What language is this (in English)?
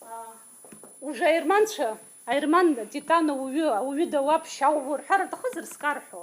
Abkhazian